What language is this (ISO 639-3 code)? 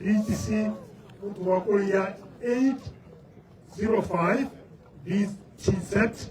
tsn